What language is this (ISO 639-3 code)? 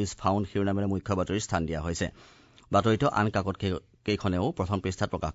asm